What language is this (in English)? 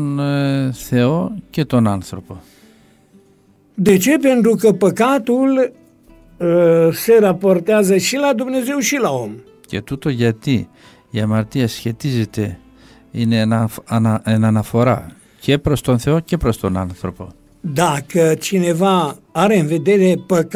Greek